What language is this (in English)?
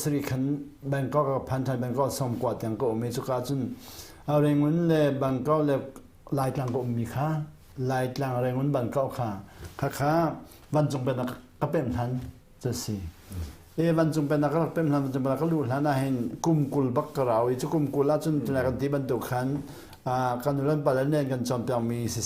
Hakha Chin